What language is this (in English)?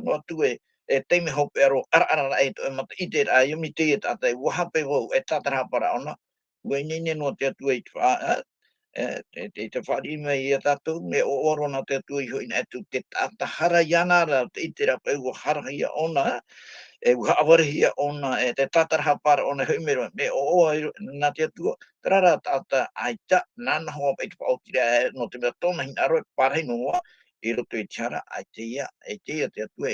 Tahitian